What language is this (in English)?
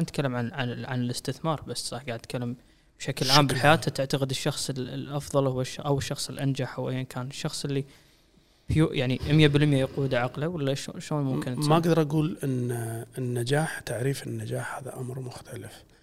Gulf Arabic